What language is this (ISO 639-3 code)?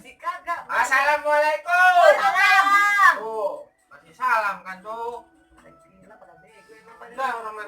bew